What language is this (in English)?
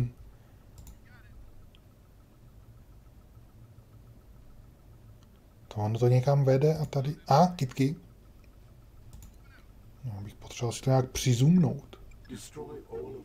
Czech